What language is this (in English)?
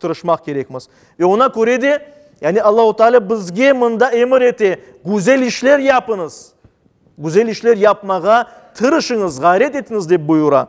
Crimean Tatar